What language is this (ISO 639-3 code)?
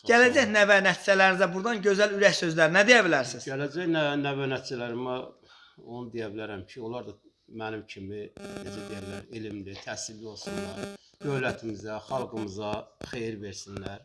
aze